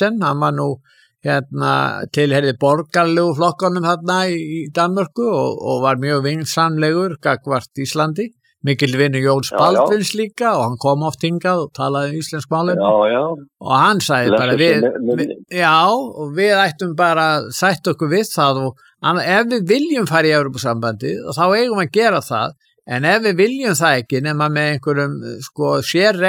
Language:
Icelandic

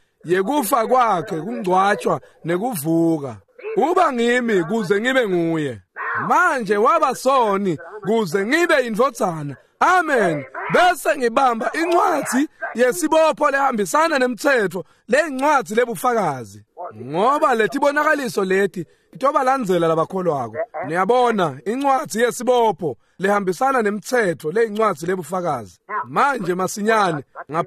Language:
Swati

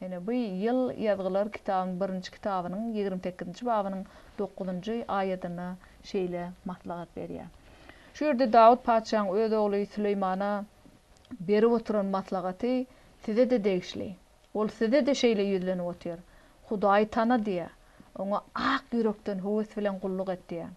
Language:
Turkmen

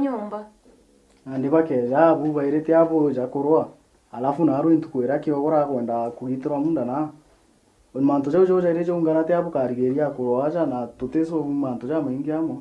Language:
Meru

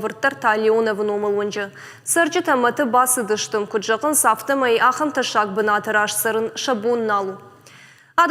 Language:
Ossetic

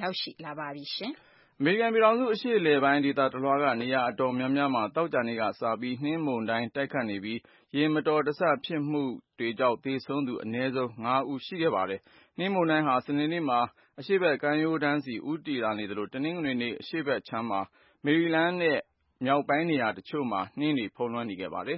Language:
Burmese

